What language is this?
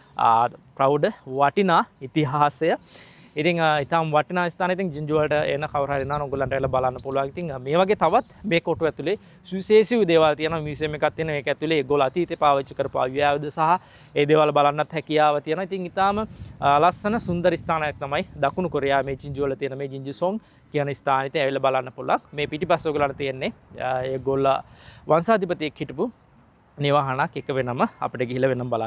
Sinhala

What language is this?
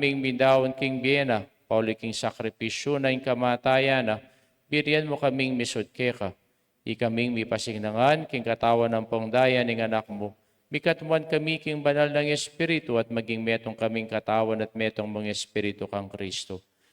Pampanga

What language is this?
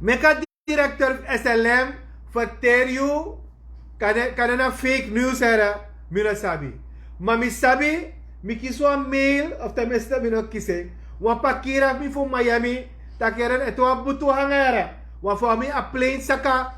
Sranan Tongo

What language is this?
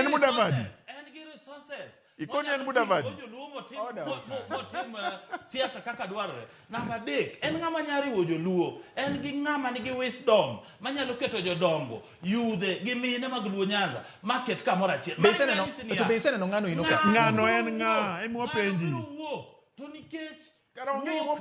Luo (Kenya and Tanzania)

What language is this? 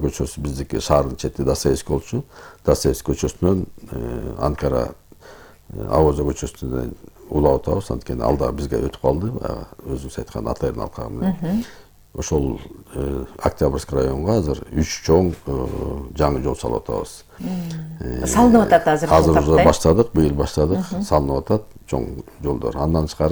Kyrgyz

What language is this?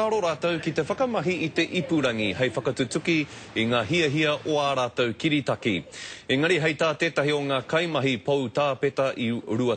Māori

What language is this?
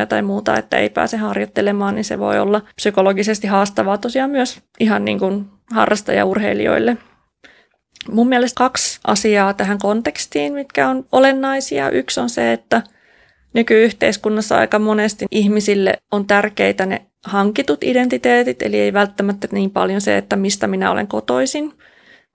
Finnish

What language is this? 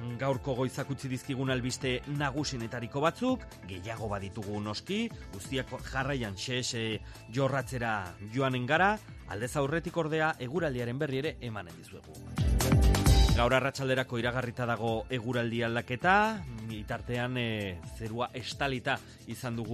Basque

